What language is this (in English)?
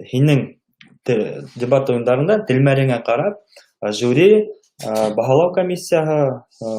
Bashkir